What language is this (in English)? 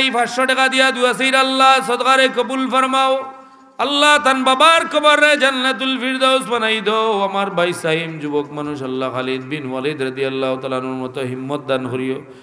Sylheti